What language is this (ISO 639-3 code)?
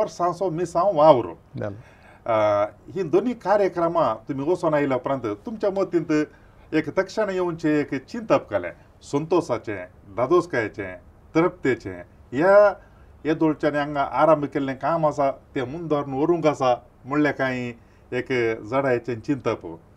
kok